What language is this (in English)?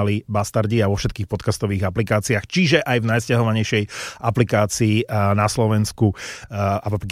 Slovak